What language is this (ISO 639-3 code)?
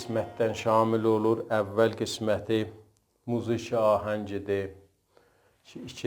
azb